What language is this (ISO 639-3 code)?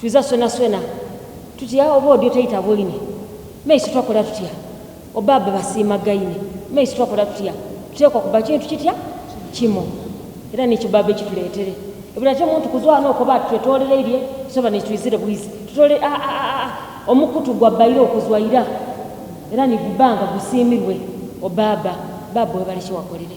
xog